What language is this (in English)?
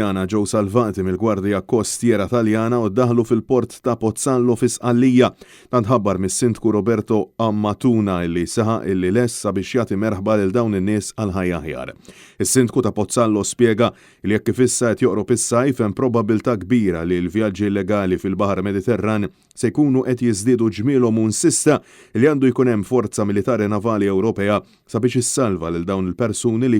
Maltese